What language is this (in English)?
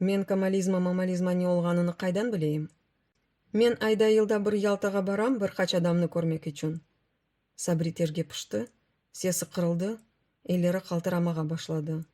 Crimean Tatar